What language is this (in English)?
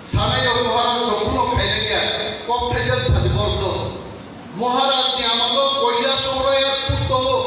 Kok Borok